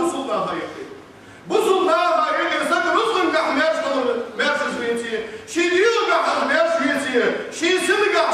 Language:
Ingush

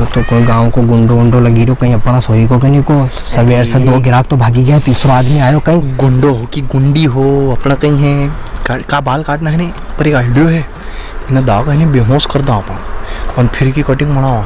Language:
Rajasthani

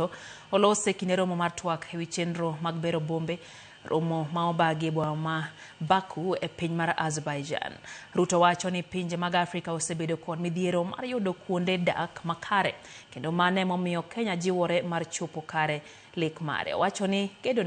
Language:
Luo (Kenya and Tanzania)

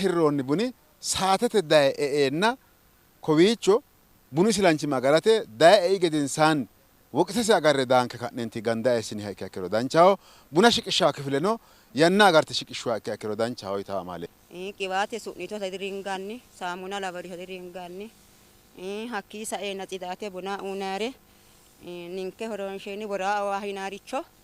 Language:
Sidamo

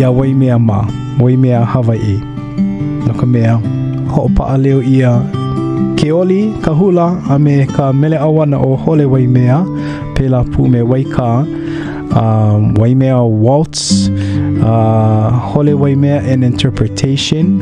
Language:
Hawaiian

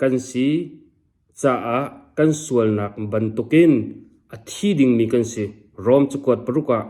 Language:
Hakha Chin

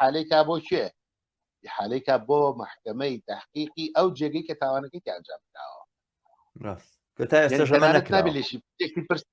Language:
Central Kurdish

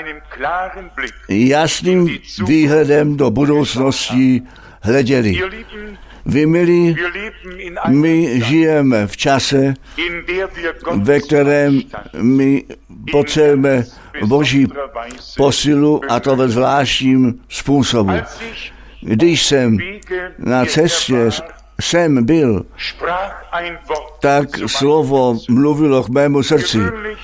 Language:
Czech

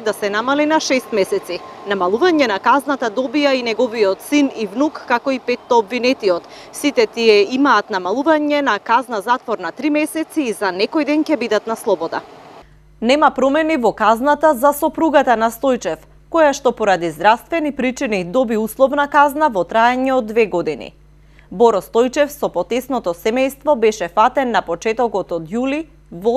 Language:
Macedonian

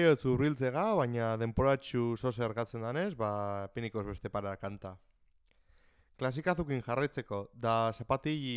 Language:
Basque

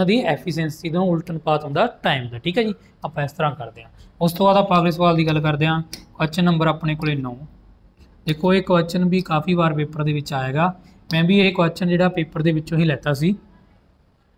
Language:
Punjabi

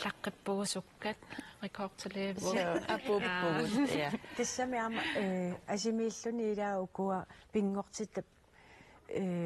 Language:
Kalaallisut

